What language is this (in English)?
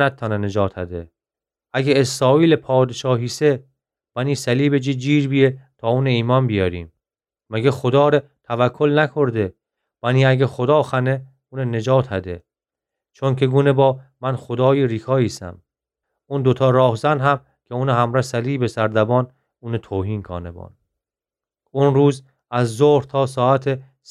Gilaki